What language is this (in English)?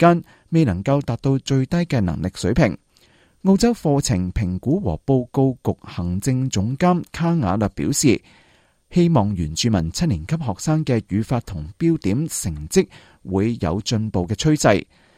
Cantonese